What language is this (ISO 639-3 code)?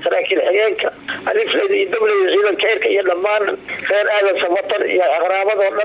som